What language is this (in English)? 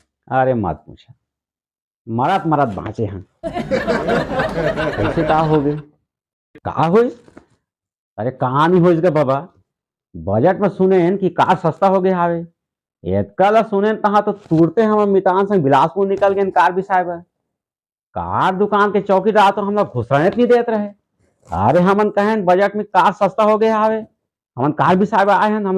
Chhattisgarhi